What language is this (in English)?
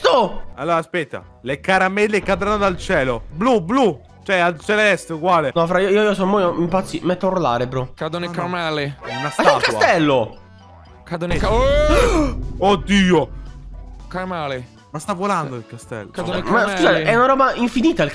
Italian